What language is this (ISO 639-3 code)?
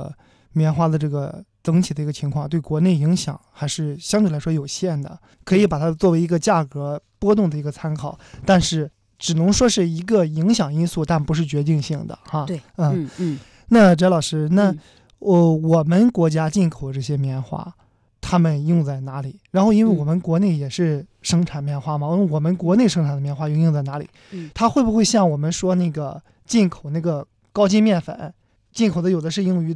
zho